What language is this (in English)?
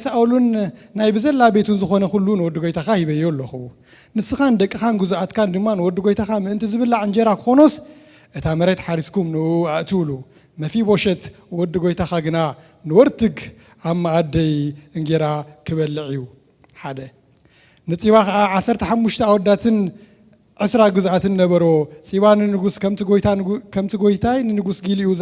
Tigrinya